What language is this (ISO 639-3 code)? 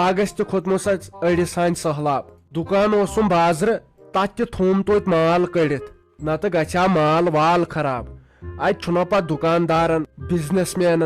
kas